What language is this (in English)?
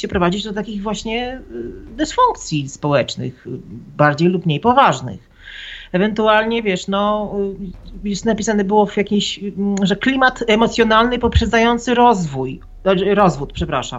Polish